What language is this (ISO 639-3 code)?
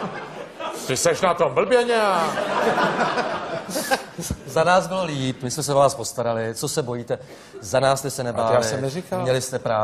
ces